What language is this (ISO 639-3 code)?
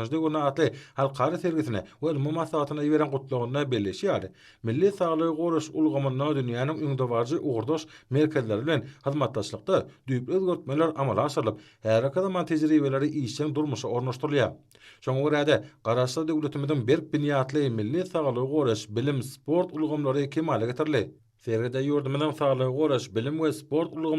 tuk